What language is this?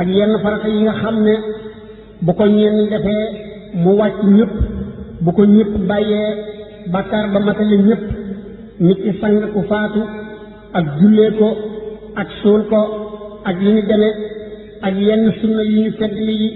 Wolof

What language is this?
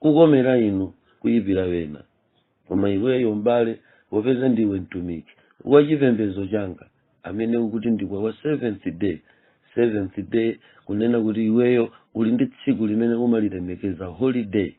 Nyanja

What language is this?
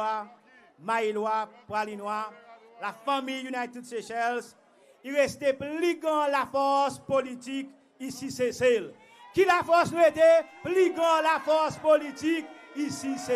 Seselwa Creole French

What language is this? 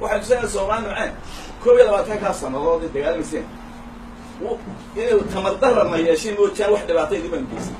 Somali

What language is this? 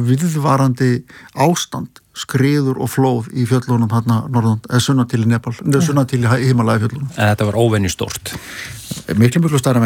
Icelandic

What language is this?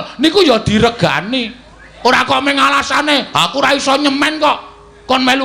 Javanese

